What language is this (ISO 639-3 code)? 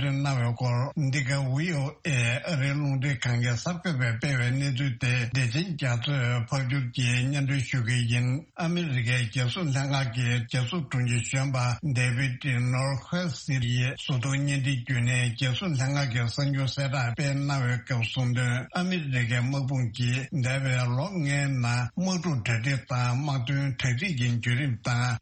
bod